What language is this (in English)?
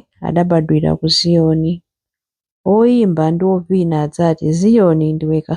Nyanja